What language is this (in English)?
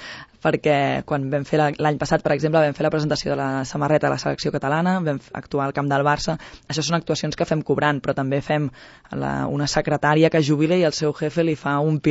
Catalan